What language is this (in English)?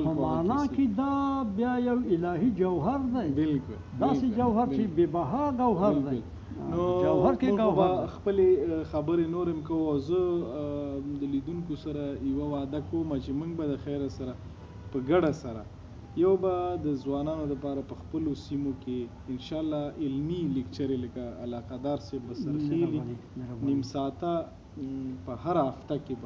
Pashto